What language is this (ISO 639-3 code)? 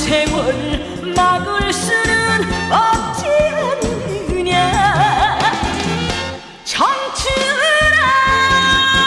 kor